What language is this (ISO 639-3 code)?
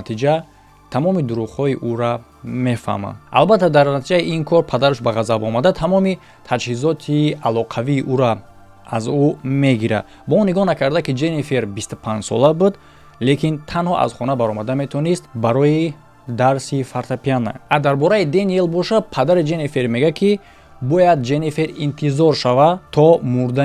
tgk